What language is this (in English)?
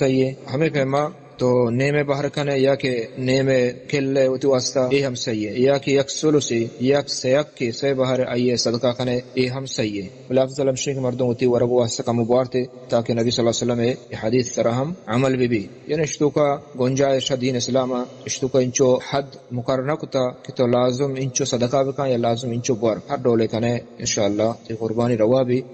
Baluchi